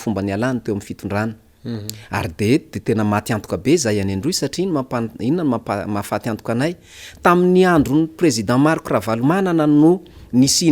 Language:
Malagasy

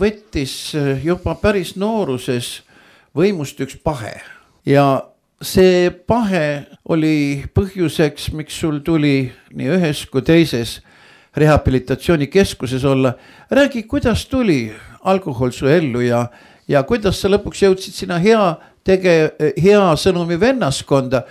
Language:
Estonian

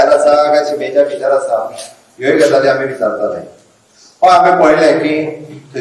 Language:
Konkani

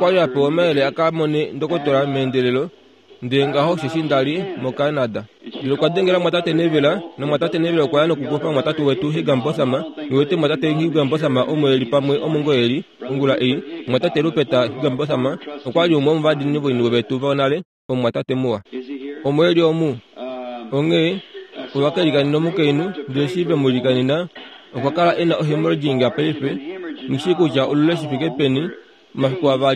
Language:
Kuanyama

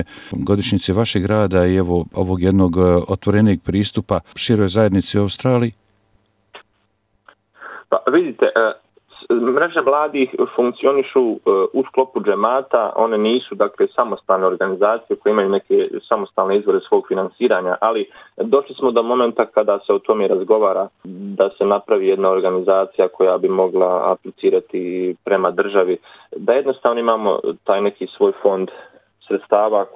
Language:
Bosnian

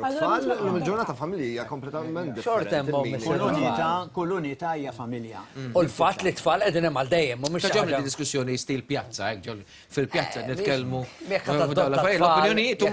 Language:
Maltese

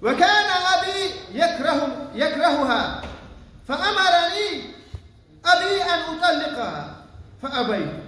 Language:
Chechen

